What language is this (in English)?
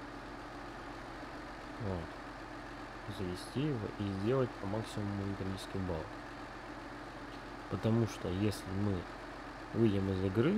Russian